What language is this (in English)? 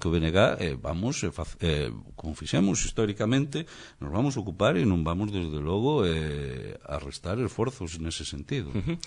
Galician